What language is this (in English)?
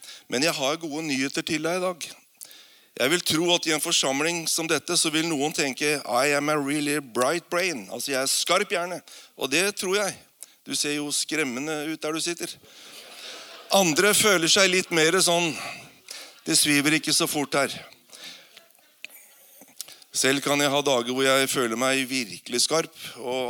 Norwegian